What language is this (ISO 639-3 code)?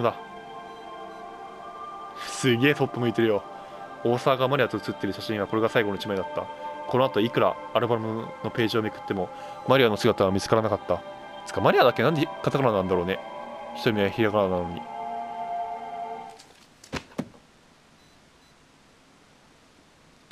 jpn